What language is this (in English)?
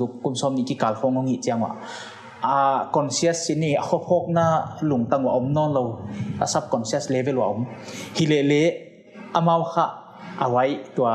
Paite Chin